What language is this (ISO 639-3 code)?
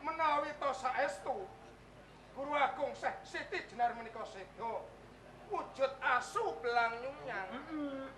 jav